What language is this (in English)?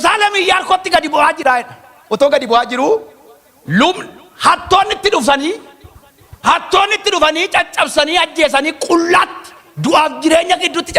Oromo